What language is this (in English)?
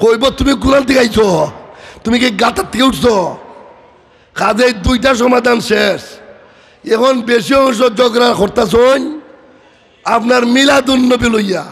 Sylheti